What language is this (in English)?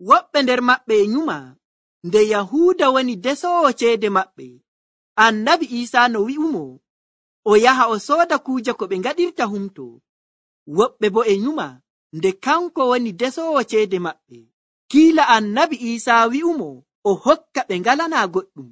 Nigerian Fulfulde